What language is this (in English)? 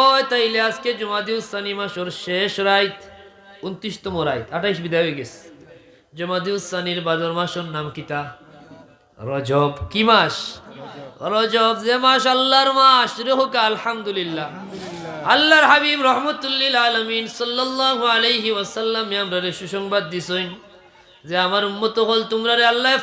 Sylheti